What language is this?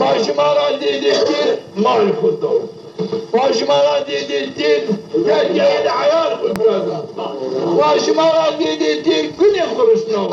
Zaza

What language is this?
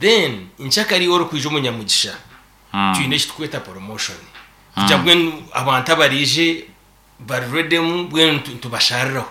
Nyankole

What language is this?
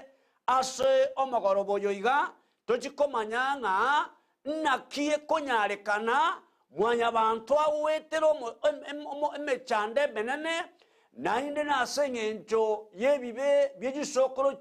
Gusii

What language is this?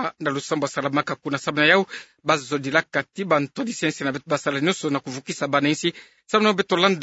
Kituba (Democratic Republic of Congo)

